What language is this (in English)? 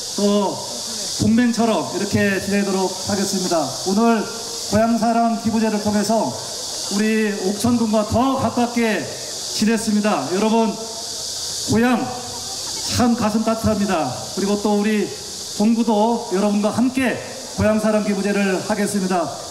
Korean